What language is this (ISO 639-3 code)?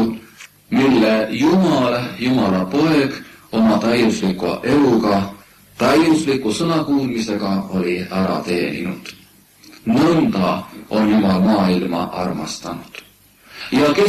est